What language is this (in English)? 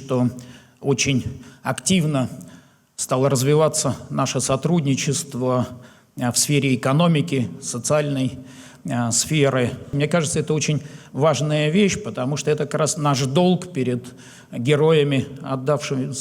Ossetic